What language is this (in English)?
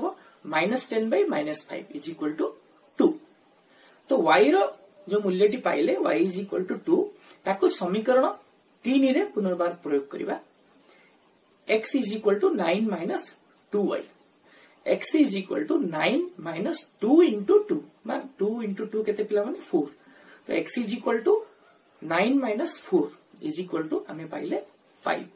Odia